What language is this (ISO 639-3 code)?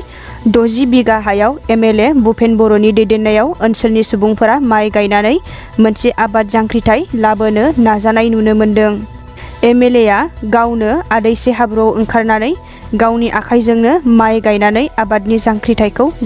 brx